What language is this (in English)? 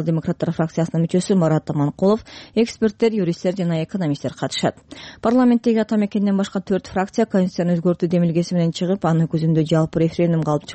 Kyrgyz